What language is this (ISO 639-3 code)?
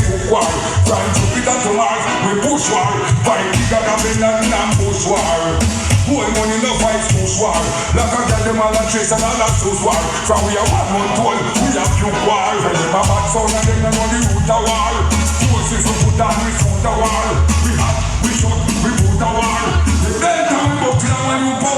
jam